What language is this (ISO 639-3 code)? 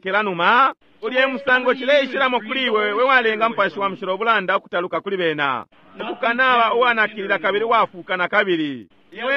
bem